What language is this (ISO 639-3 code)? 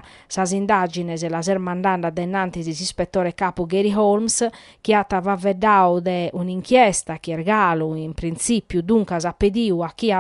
srd